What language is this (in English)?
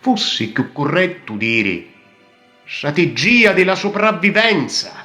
Sicilian